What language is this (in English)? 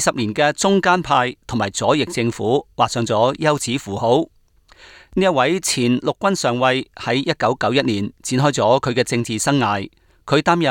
Cantonese